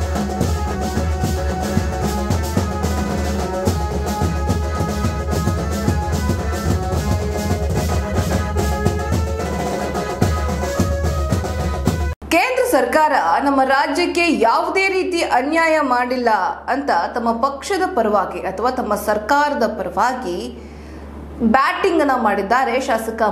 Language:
Kannada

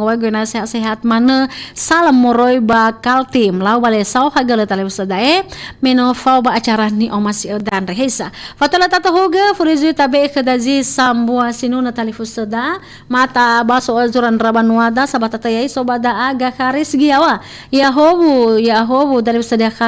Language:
Nias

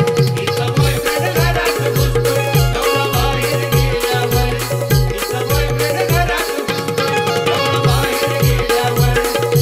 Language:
Marathi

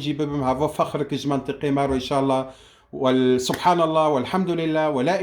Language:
Kurdish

